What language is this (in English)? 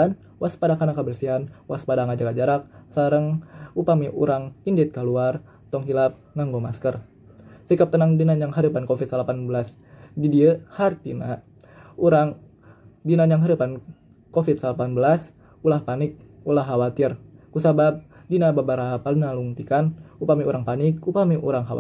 Sundanese